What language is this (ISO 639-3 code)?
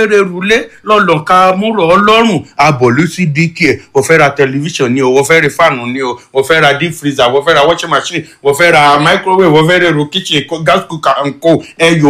yor